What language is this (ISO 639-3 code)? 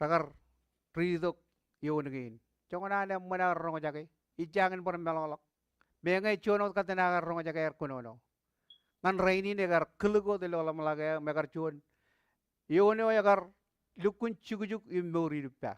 mah